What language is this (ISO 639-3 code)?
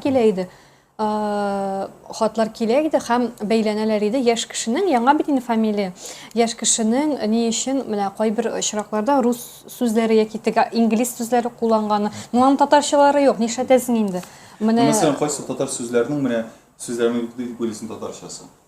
tat